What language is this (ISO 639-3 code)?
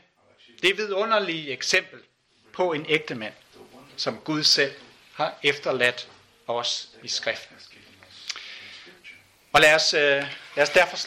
dan